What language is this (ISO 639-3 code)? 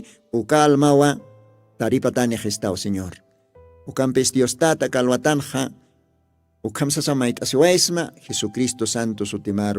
aym